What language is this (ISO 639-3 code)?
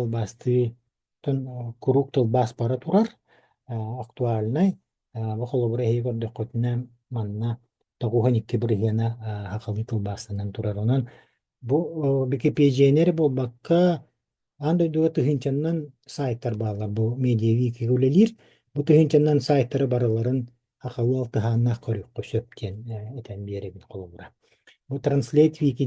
sah